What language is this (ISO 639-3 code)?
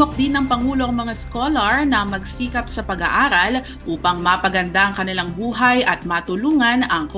fil